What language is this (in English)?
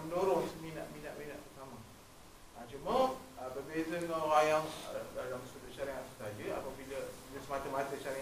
Malay